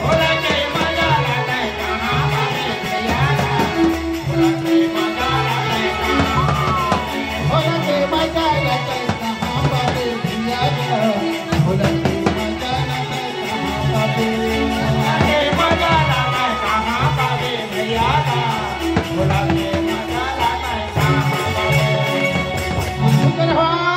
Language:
Chhattisgarhi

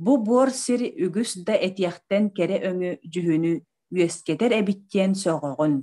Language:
Yakut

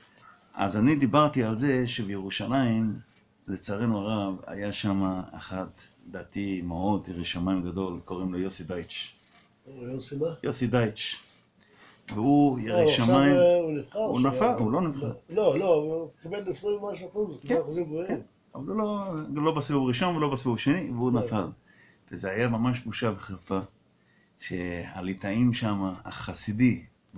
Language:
Hebrew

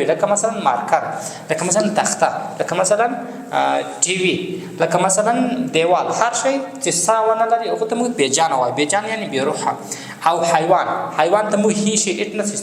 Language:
Pashto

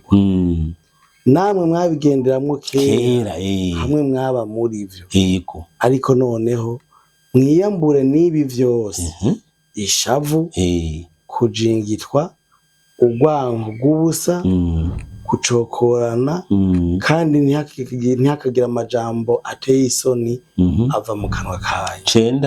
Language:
Rundi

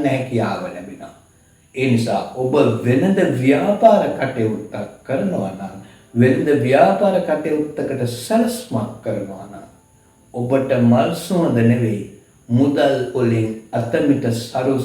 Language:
Sinhala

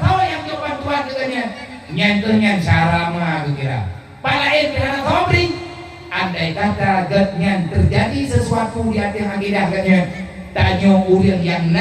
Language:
Achinese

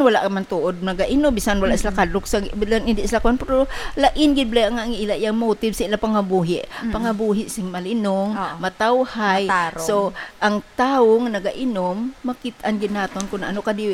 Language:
Hiligaynon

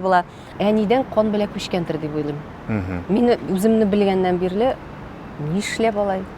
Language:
Tatar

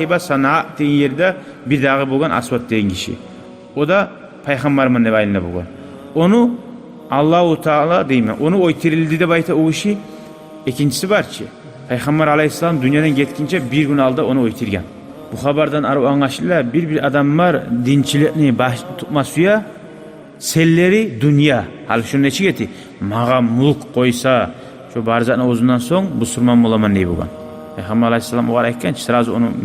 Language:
Kumyk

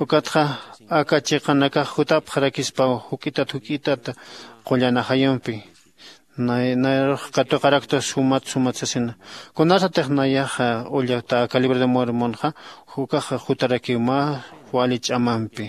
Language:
Aymara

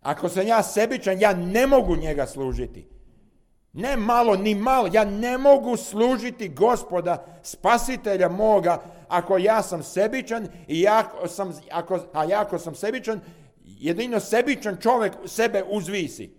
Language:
Serbian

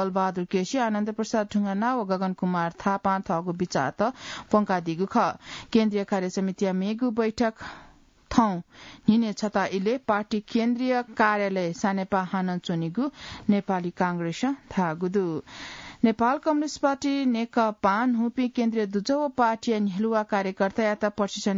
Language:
Newari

